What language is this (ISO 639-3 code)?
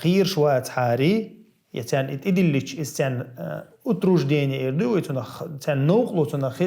che